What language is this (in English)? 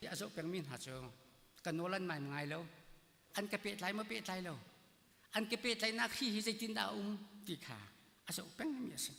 Hakha Chin